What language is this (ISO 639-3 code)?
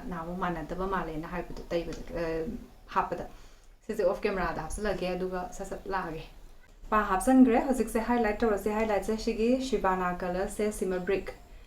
mni